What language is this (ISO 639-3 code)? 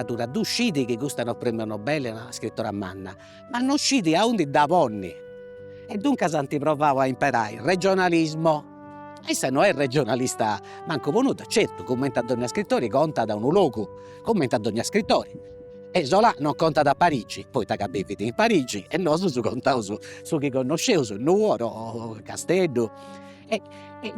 srd